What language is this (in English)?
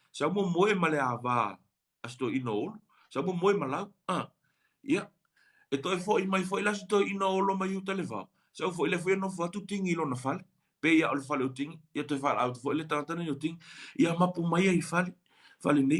Samoan